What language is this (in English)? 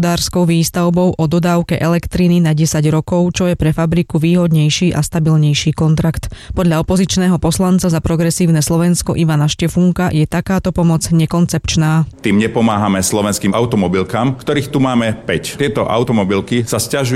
Slovak